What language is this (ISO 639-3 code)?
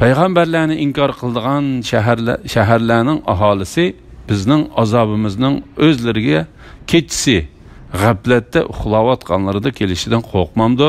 uig